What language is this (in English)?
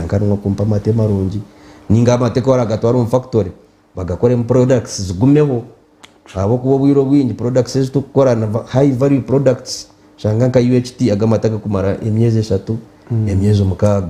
Nyankole